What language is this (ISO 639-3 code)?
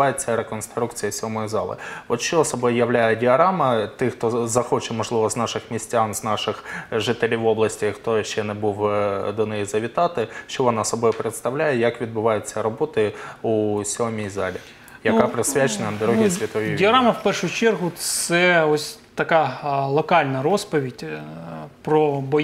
ukr